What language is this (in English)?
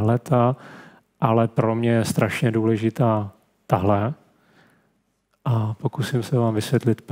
Czech